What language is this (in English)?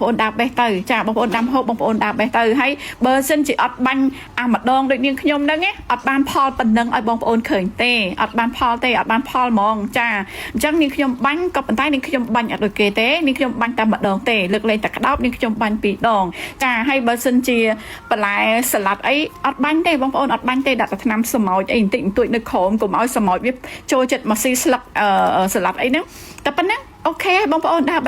Khmer